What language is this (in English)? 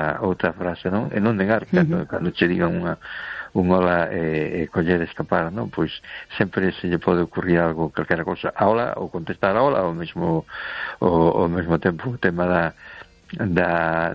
Galician